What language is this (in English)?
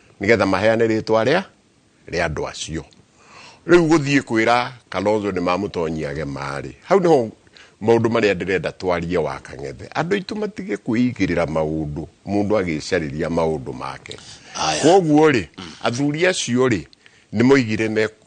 Kikuyu